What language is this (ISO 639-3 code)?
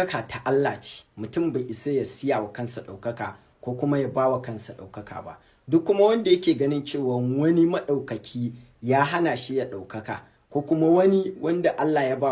hau